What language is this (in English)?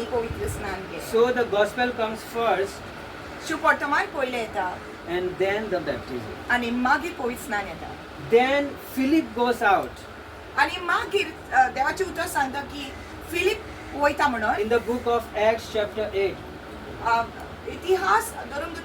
Konkani